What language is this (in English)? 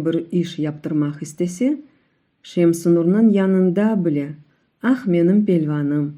Crimean Tatar